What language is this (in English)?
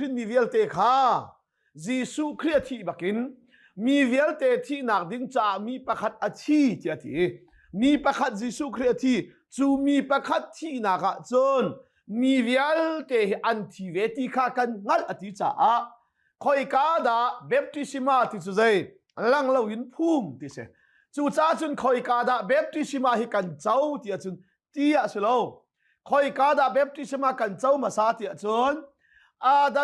Hakha Chin